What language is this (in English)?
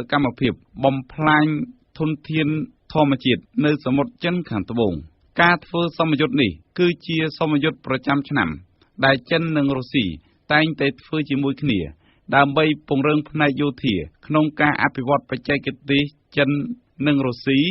Khmer